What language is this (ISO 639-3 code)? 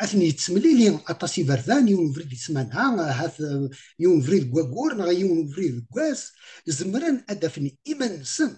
kab